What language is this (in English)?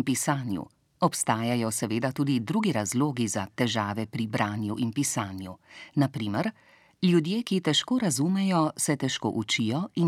Slovenian